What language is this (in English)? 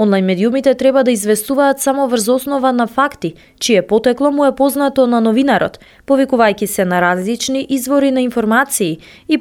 Macedonian